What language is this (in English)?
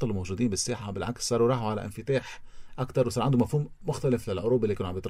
North Levantine Arabic